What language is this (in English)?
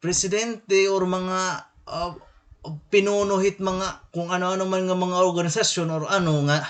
Waray